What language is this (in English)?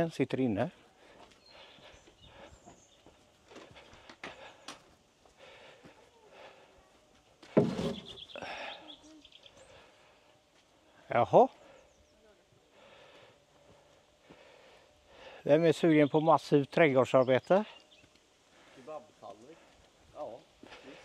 Swedish